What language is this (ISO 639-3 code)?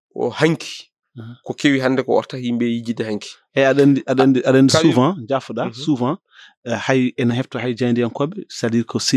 ful